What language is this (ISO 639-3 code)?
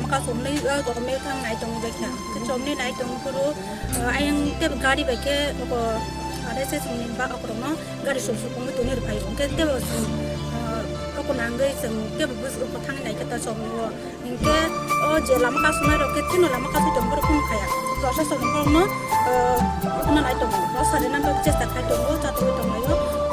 trp